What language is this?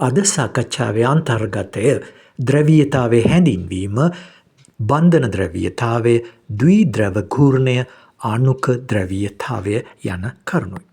Sinhala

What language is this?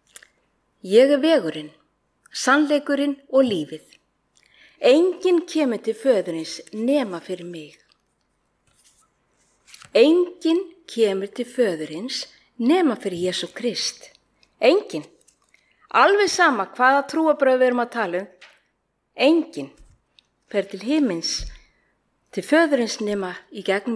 Icelandic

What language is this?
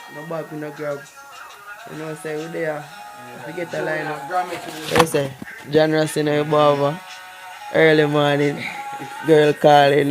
Jamaican Creole English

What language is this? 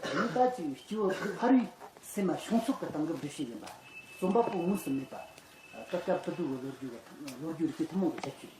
Tibetan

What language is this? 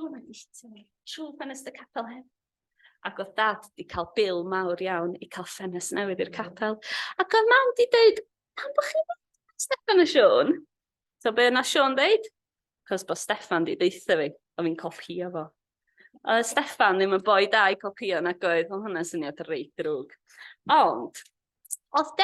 Welsh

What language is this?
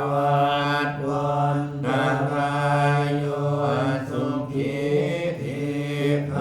Pali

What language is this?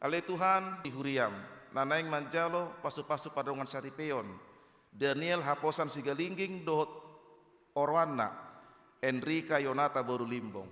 Batak Toba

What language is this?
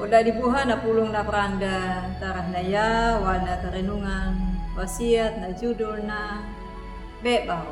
Anakalangu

